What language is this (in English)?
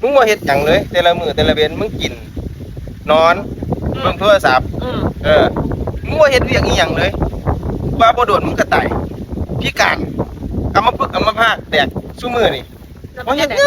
Northeastern Thai